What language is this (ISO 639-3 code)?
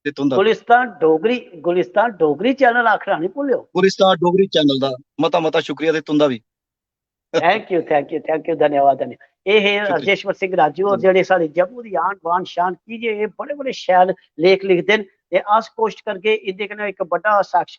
doi